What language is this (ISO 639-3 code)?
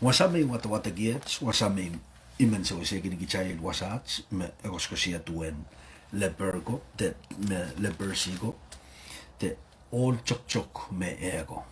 pon